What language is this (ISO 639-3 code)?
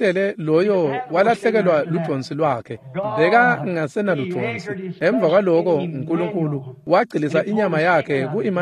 ssw